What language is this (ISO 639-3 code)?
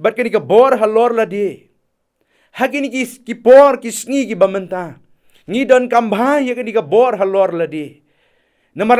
kha